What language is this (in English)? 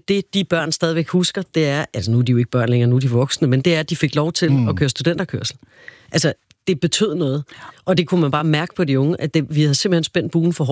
Danish